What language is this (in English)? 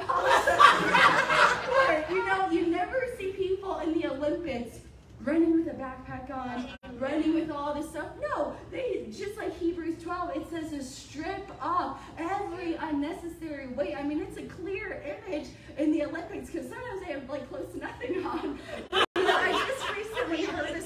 English